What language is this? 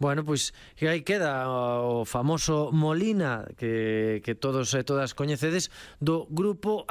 Galician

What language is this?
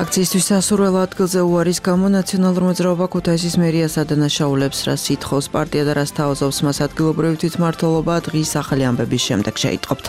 Georgian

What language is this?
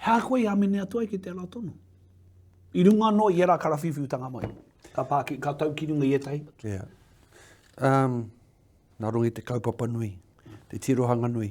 Māori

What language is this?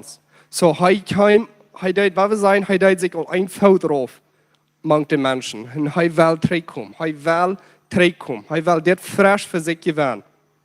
Plautdietsch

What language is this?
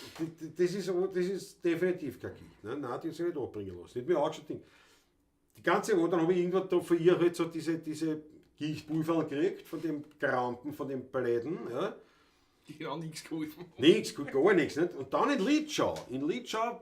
Bavarian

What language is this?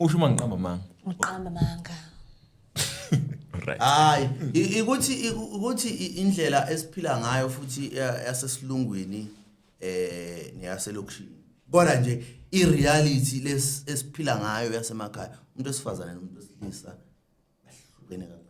Zulu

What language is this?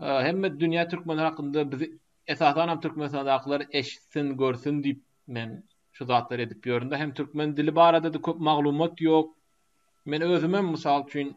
Turkmen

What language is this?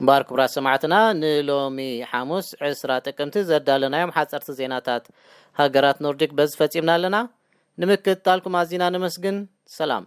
Tigrinya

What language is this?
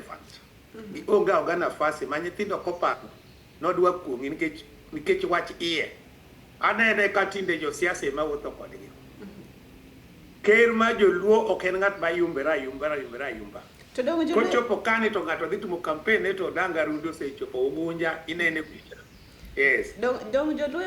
Luo (Kenya and Tanzania)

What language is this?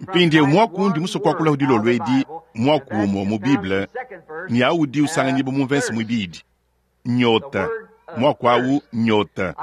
Luba-Lulua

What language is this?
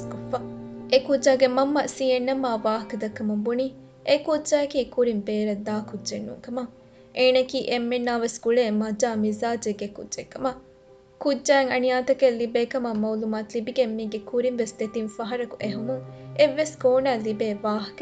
Divehi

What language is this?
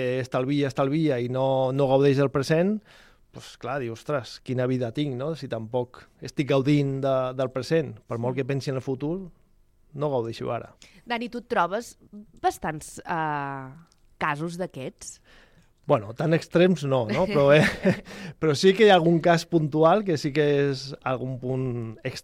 Catalan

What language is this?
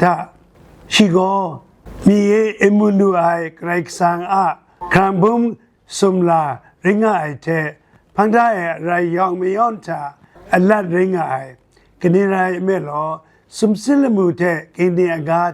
Kachin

